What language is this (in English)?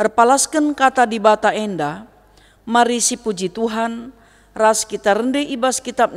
Batak Karo